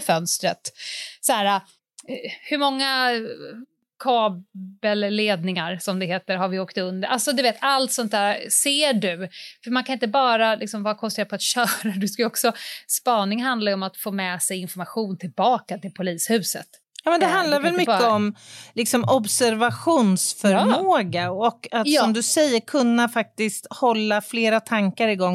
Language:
Swedish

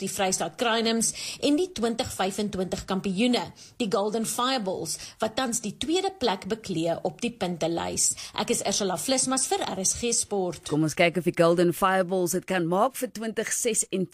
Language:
Afrikaans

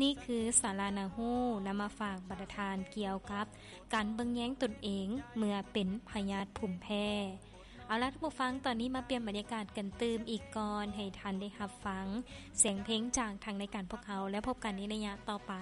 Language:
Lao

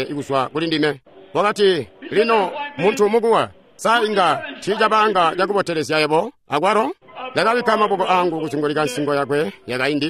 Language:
Tonga (Zambia)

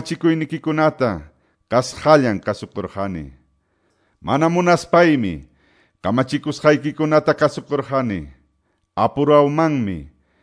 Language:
Quechua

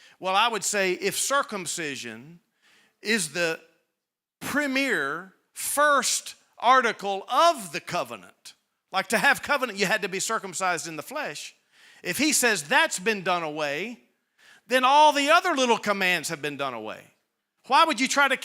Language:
English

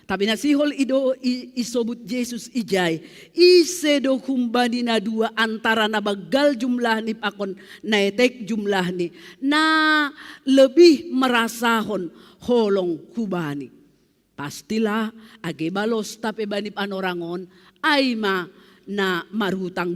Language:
Batak Simalungun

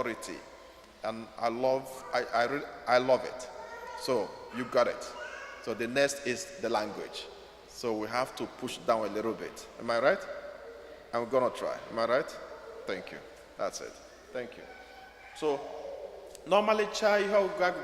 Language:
Igbo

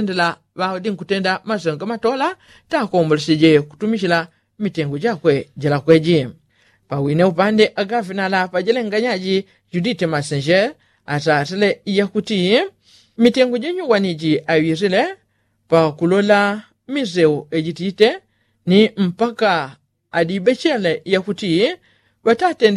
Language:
Yao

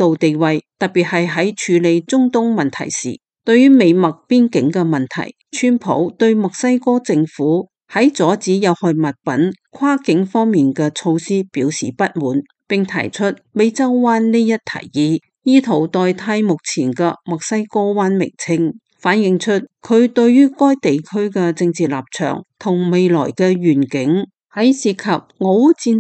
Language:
Cantonese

